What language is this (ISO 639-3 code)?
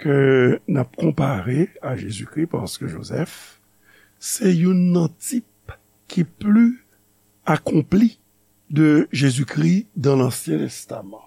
hat